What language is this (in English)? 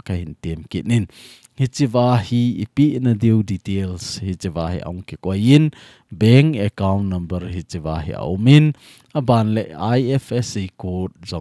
Thado Chin